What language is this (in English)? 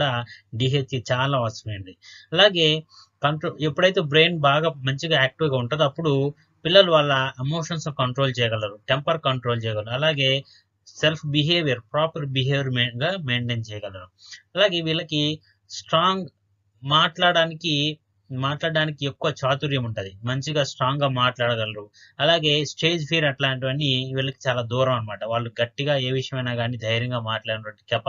Telugu